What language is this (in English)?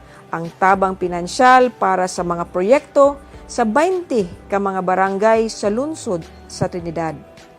Cebuano